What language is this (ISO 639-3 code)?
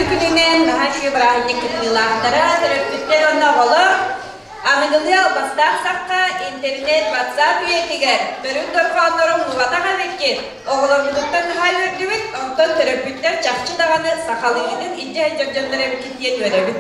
sah